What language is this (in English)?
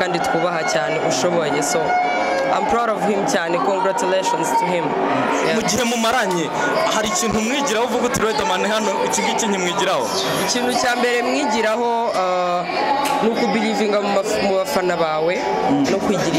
Kinyarwanda